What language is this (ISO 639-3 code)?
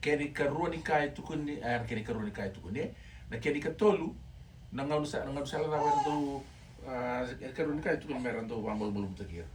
fij